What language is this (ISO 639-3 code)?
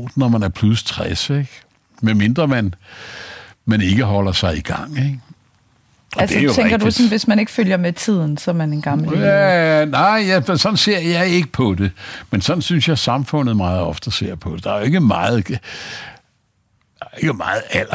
dan